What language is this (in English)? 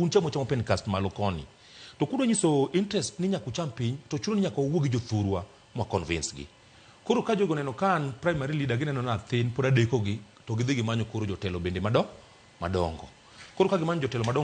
Luo (Kenya and Tanzania)